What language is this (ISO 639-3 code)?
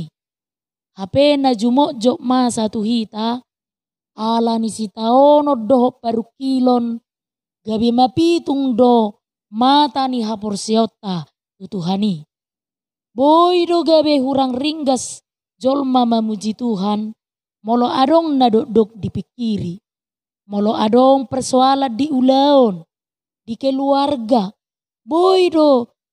bbc